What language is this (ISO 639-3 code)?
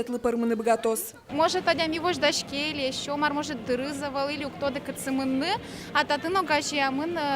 udm